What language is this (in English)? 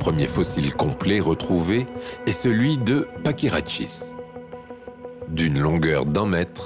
French